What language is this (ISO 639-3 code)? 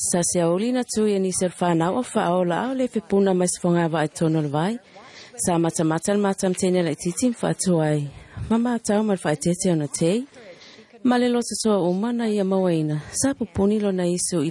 smo